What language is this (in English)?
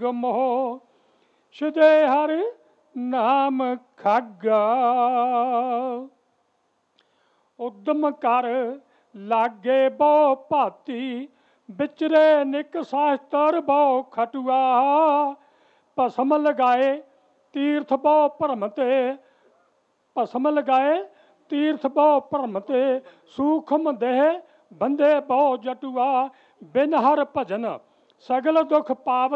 Punjabi